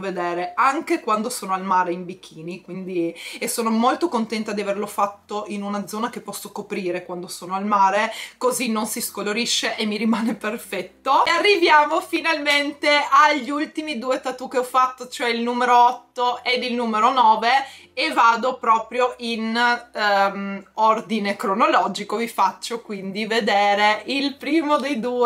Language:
Italian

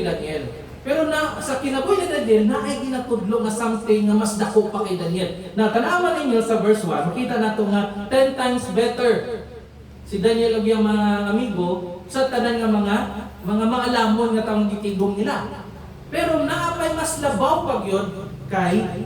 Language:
Cebuano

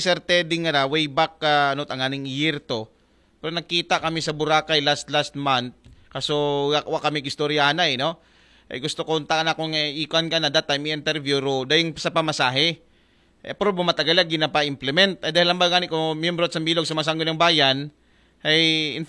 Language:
Aklanon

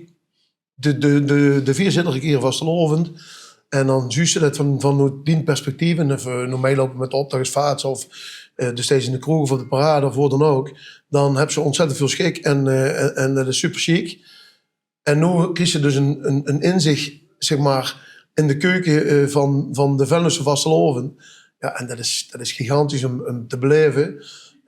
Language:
Limburgish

